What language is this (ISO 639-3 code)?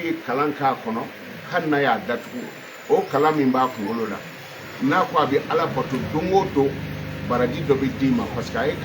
bam